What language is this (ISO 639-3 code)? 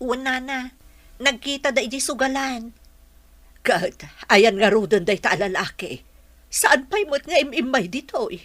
ilo